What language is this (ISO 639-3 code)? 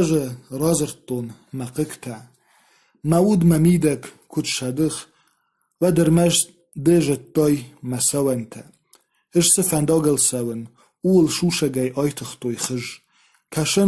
oss